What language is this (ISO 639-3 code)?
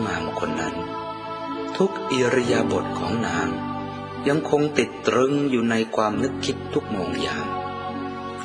tha